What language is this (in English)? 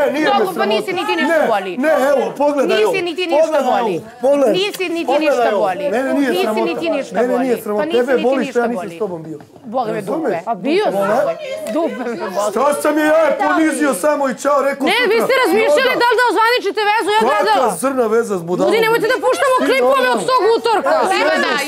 Serbian